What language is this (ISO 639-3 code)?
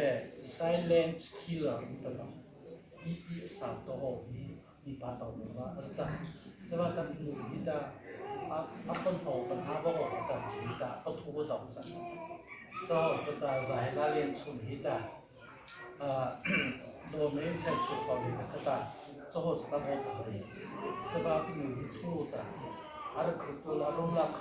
mrh